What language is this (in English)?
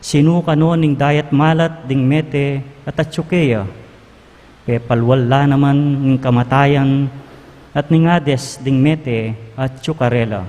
Pampanga